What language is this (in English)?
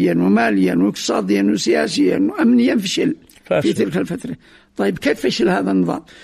Arabic